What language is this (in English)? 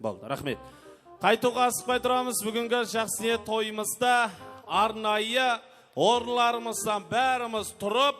Kara-Kalpak